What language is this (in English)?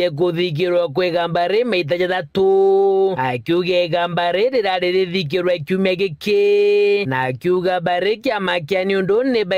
Meru